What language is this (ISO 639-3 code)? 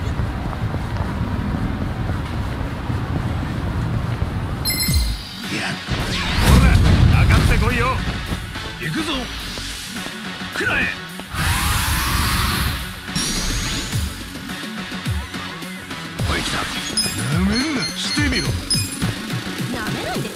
jpn